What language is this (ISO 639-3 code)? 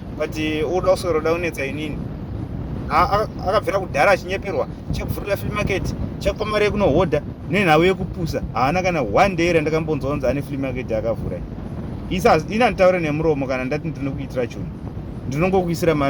sna